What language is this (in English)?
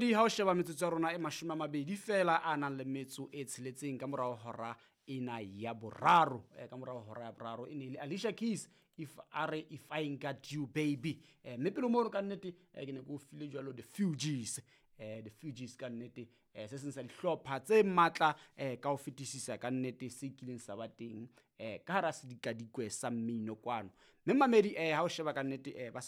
Southern Sotho